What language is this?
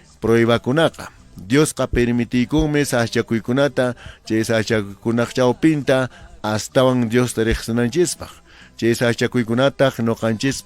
Quechua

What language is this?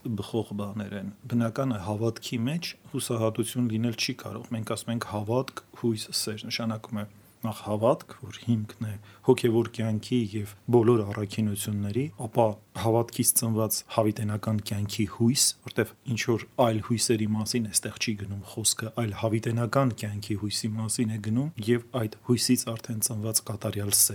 Armenian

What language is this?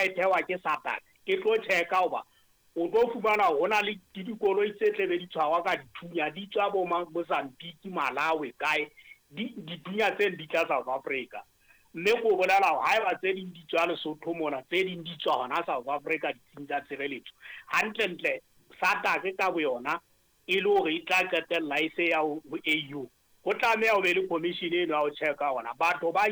Southern Sotho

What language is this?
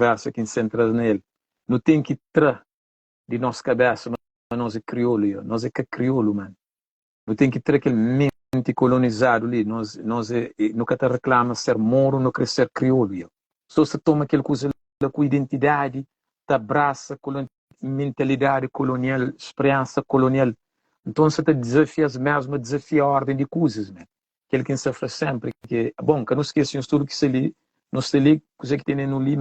Kabuverdianu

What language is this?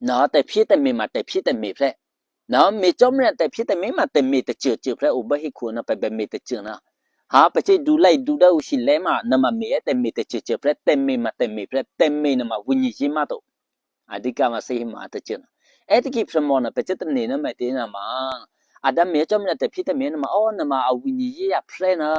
Eastern Kayah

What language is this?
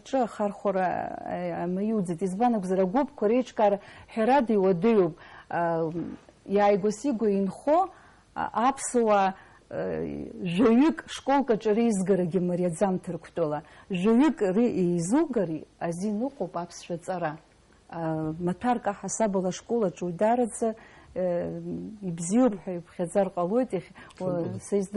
Abkhazian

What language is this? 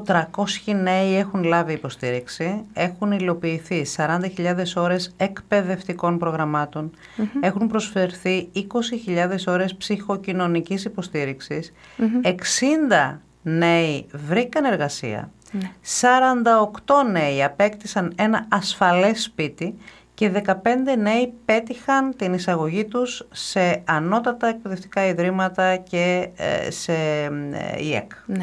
Greek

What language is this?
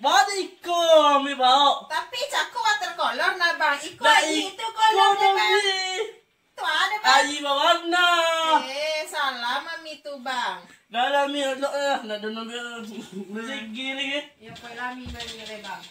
Minangkabau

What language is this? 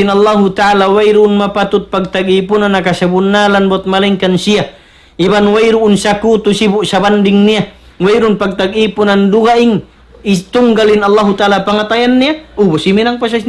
Tausug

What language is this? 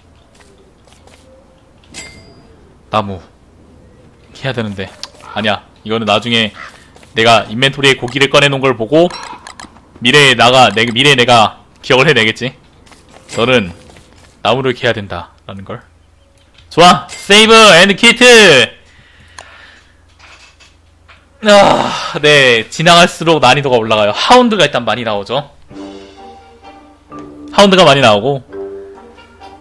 Korean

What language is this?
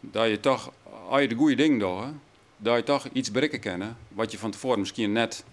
Western Frisian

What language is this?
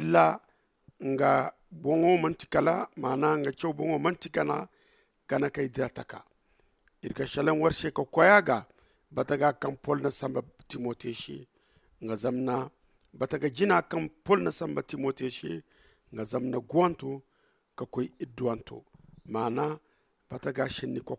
Zarma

